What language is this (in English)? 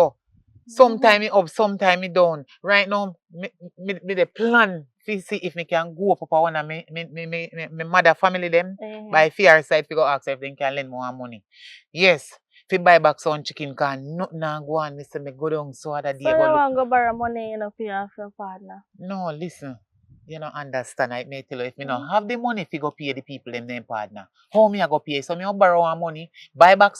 Jamaican Creole English